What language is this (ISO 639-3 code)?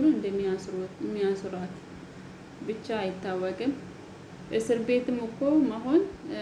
amh